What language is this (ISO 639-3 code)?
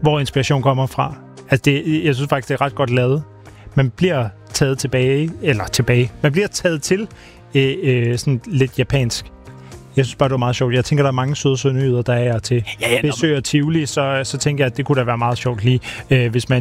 dan